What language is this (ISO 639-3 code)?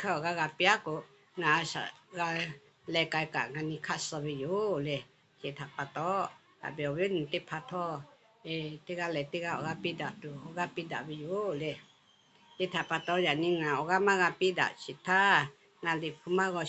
lhu